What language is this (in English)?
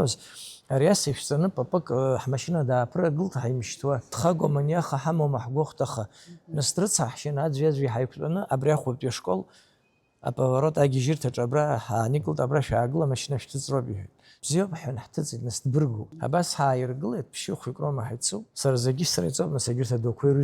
Abkhazian